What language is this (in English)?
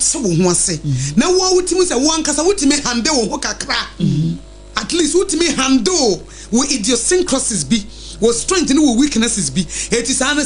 Akan